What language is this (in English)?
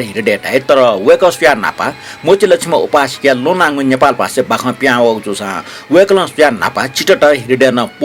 Newari